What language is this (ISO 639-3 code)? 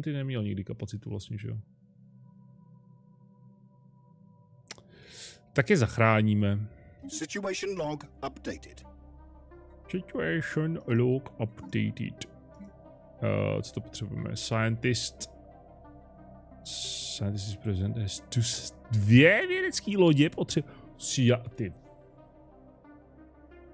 ces